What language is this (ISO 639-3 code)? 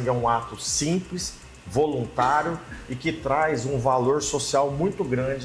por